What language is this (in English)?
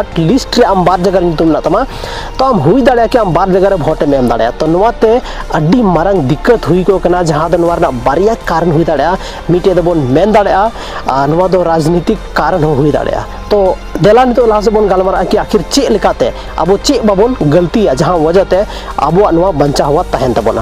Santali